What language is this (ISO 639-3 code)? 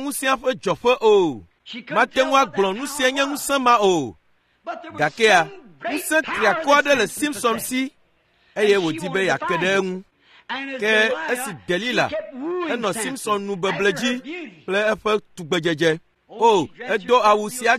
ewe